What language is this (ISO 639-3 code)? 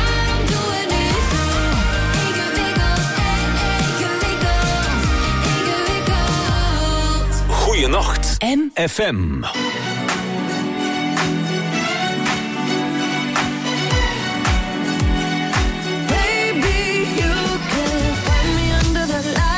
nld